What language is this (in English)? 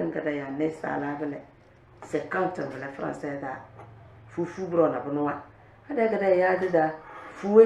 Tem